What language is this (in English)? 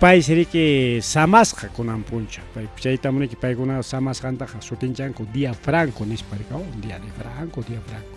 Ayacucho Quechua